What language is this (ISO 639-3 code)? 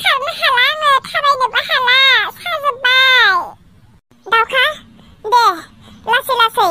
brx